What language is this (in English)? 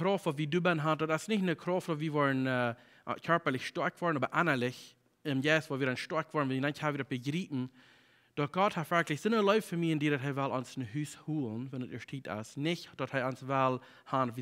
Plautdietsch